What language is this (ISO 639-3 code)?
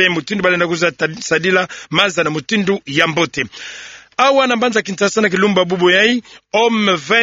ktu